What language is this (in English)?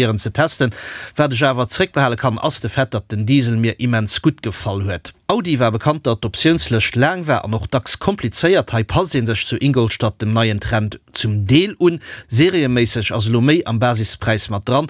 Luxembourgish